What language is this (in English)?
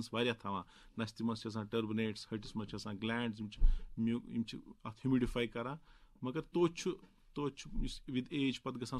Kashmiri